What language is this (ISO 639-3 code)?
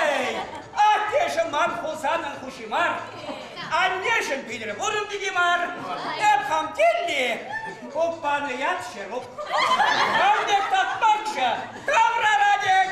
chv